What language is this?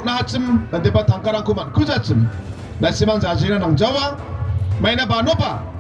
Garo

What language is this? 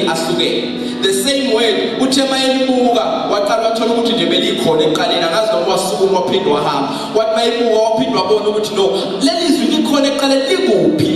Zulu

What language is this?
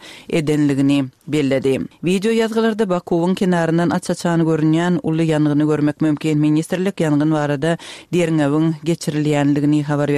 Turkmen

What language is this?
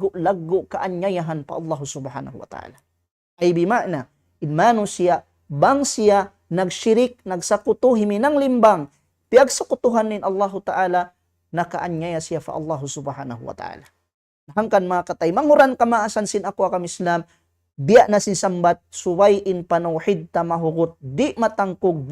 Tausug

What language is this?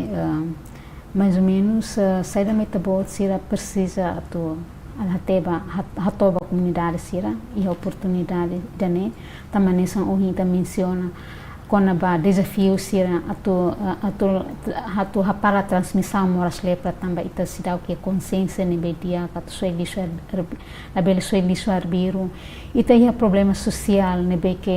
Tetum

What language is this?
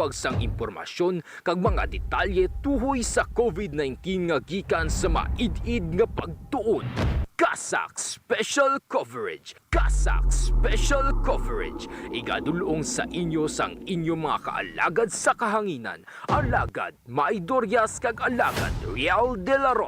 Hiligaynon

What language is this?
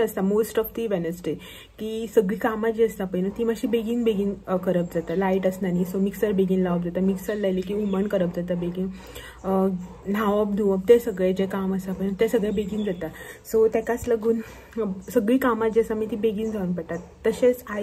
Konkani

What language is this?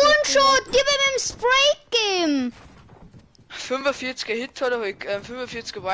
Bavarian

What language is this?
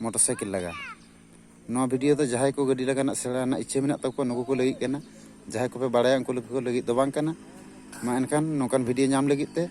Santali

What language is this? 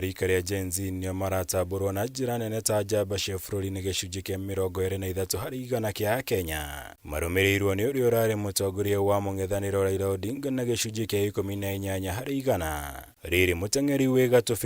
Kikuyu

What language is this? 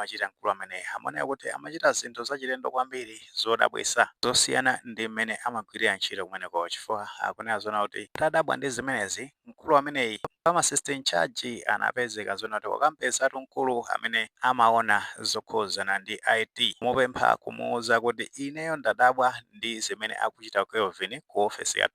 Nyanja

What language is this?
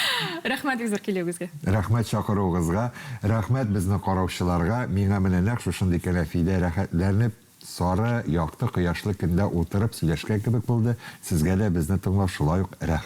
Tatar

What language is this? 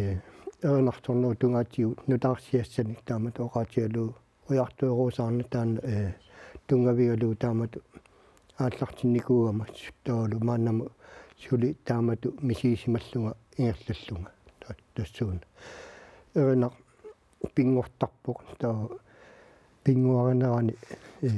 Kalaallisut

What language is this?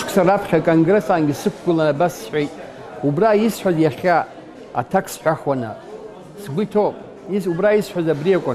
Abkhazian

